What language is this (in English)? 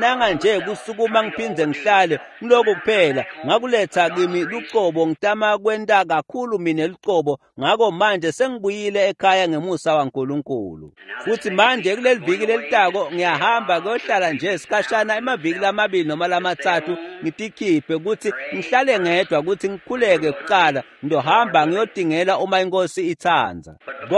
Swati